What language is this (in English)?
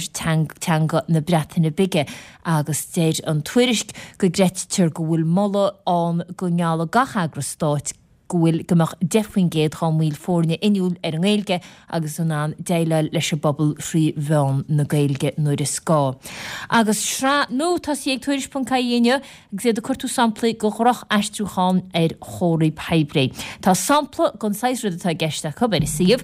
Irish